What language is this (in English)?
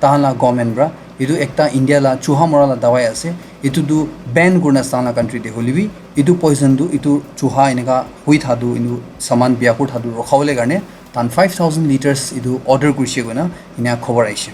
Naga Pidgin